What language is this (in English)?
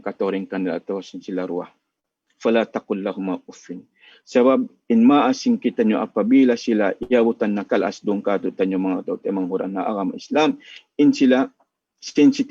Tausug